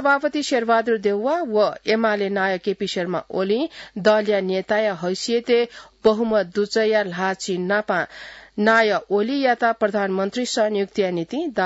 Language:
Newari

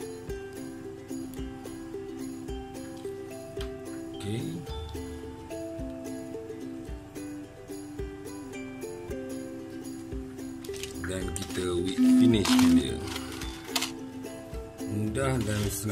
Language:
Malay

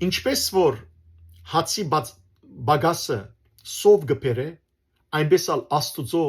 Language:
Western Armenian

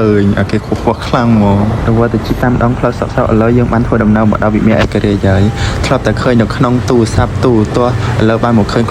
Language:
Khmer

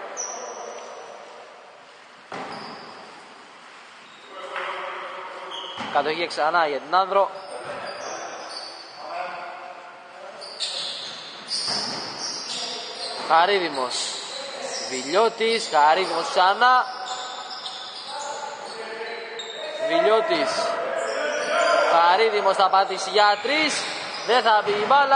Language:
Greek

